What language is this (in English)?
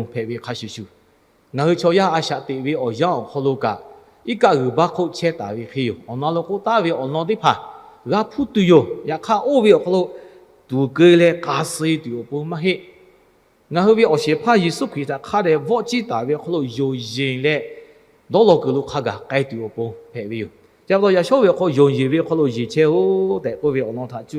Lahu